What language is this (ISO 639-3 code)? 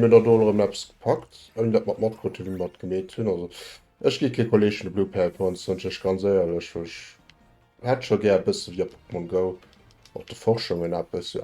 ltz